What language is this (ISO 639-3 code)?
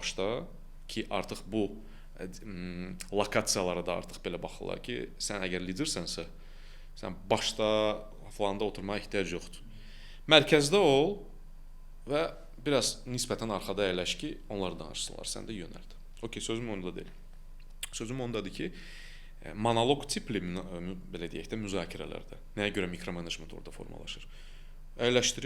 aze